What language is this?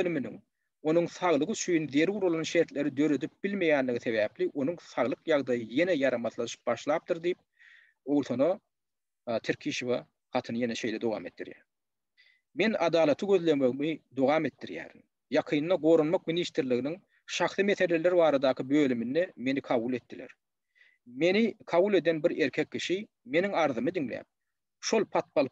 Turkmen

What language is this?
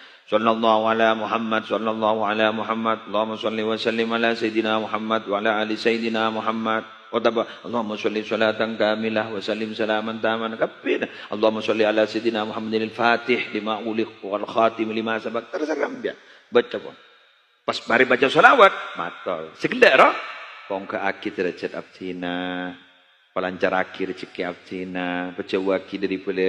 Madurese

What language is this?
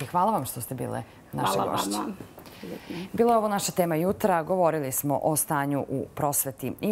Serbian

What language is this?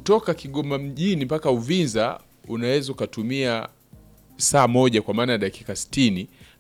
Swahili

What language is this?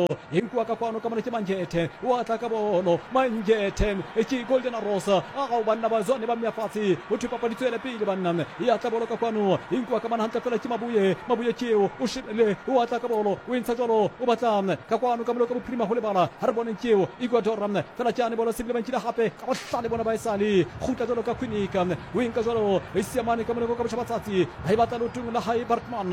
Southern Sotho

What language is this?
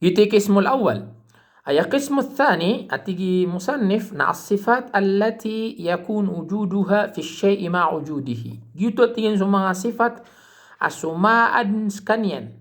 Maranao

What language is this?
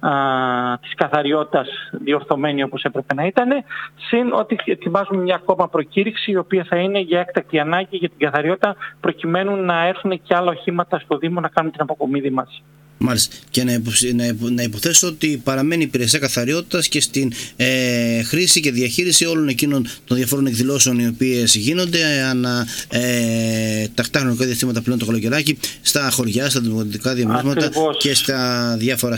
Greek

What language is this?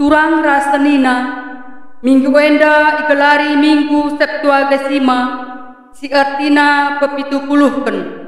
Batak Karo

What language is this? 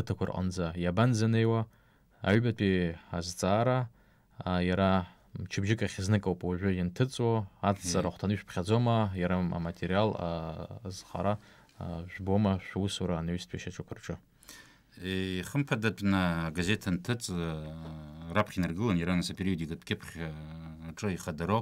Abkhazian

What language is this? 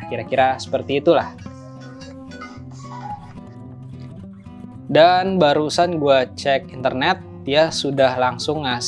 Indonesian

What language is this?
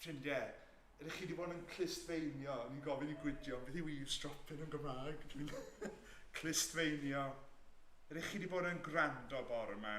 Welsh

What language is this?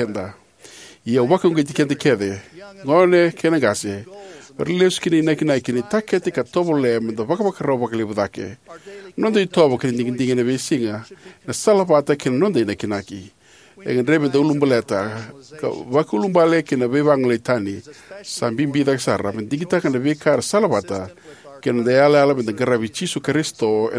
Fijian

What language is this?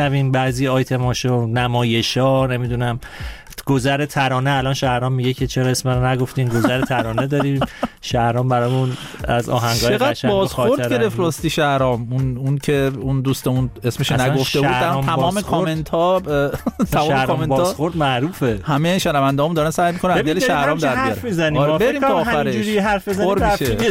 Persian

